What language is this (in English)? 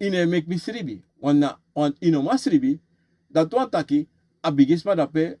Sranan Tongo